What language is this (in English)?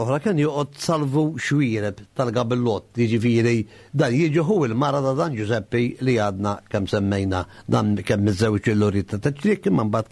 Maltese